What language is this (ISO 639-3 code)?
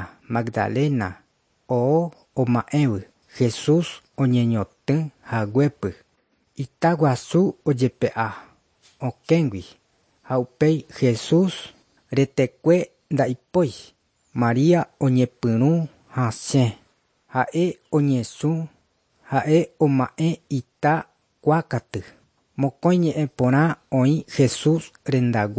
grn